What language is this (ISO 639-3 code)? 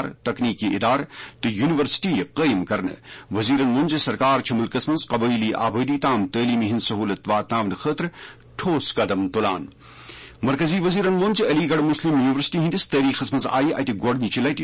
kas